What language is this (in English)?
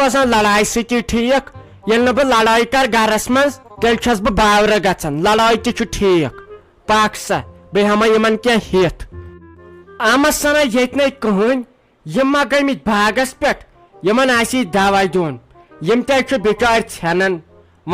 Kashmiri